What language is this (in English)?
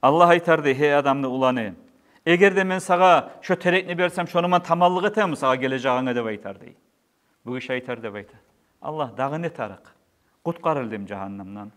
Kumyk